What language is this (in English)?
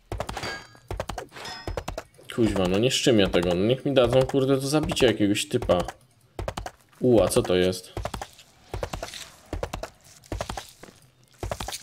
Polish